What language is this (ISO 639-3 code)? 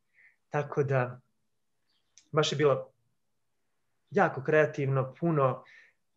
srp